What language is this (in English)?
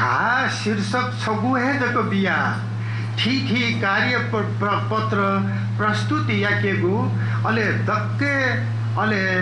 Newari